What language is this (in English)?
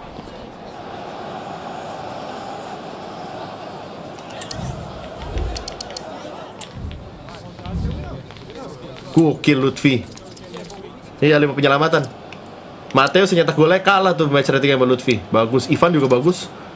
Indonesian